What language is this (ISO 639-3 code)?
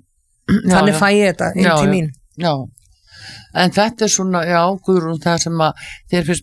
isl